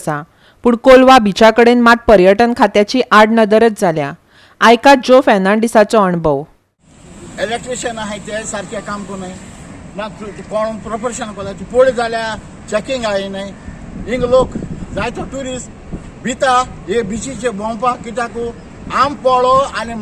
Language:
Konkani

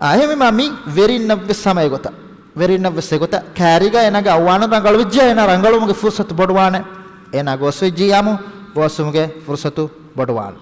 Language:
Divehi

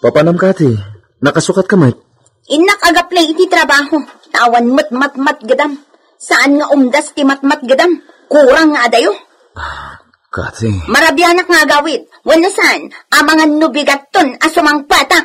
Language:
Iloko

